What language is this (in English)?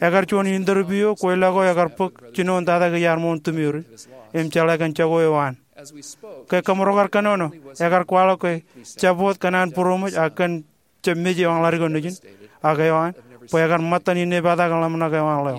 Marshallese